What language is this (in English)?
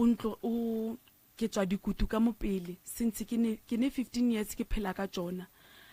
Northern Sotho